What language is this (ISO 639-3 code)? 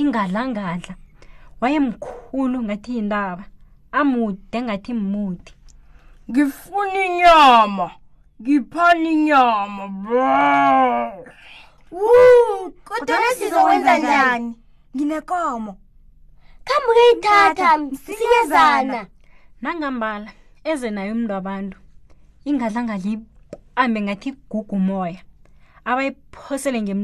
nbl